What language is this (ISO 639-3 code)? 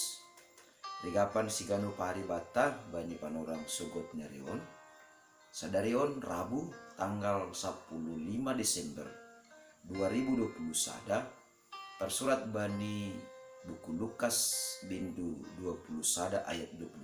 bts